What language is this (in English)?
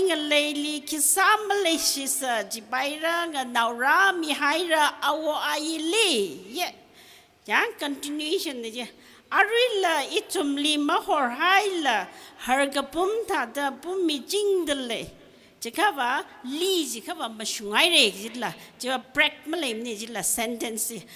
Tangkhul Naga (India)